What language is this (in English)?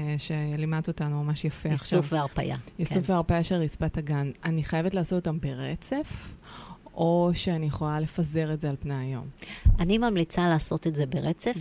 Hebrew